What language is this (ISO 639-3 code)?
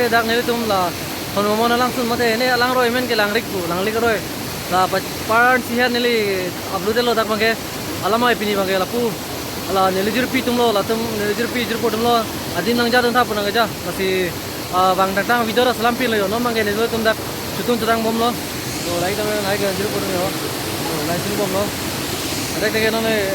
mjw